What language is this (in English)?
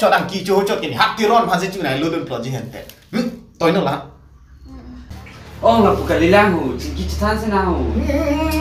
Karbi